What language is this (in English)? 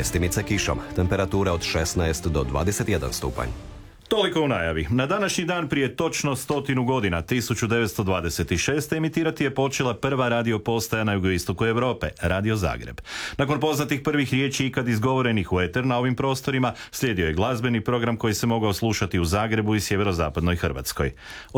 Croatian